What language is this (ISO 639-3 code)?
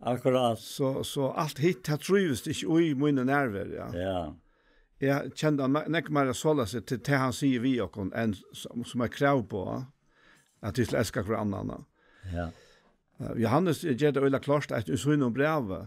fao